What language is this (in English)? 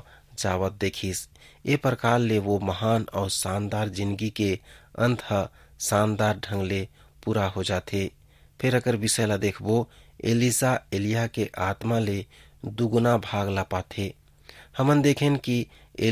Chhattisgarhi